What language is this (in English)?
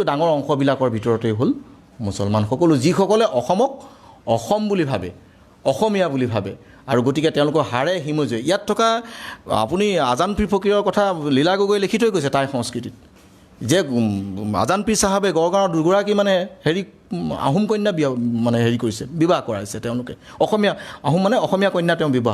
Assamese